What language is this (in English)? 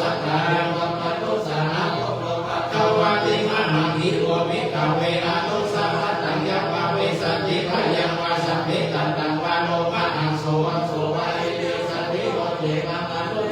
Pali